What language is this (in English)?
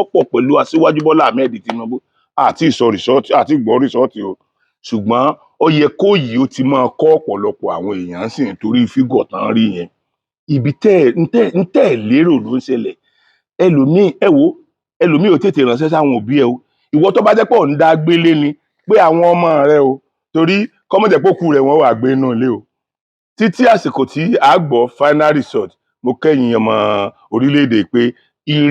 Yoruba